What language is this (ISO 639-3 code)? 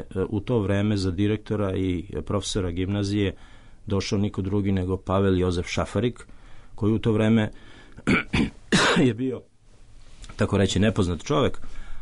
srp